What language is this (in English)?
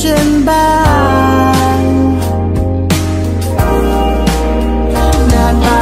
Thai